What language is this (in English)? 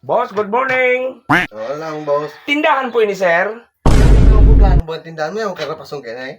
Bikol